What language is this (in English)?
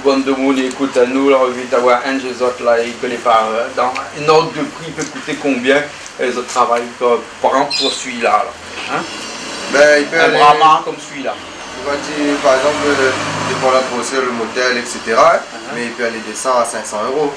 Réunion Creole French